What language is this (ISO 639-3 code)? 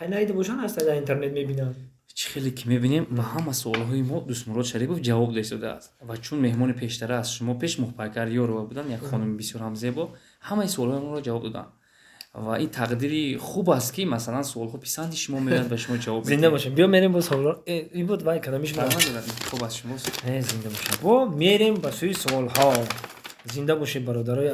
tgk